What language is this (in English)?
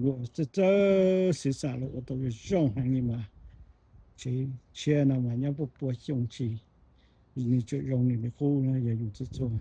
Hmong